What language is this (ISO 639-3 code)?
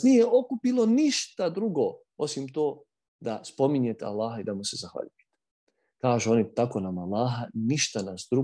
bos